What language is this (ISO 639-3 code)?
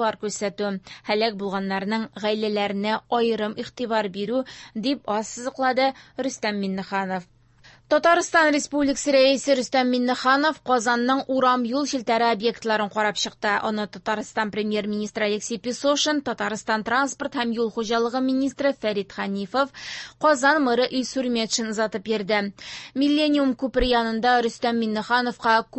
tat